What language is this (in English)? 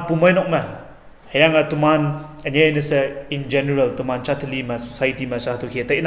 Konyak Naga